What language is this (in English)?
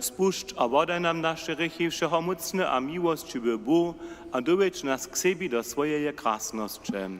Upper Sorbian